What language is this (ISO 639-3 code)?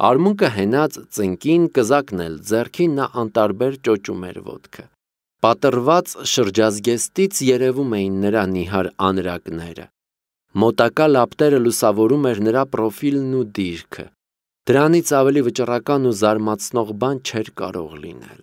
hye